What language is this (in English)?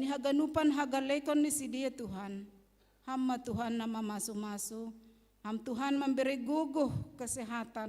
Batak Simalungun